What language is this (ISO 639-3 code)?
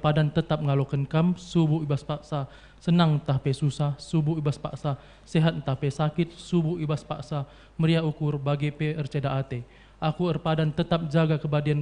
btx